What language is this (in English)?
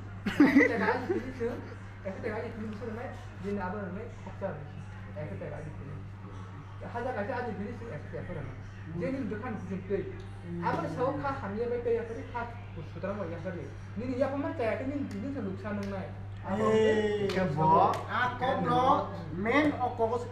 Kok Borok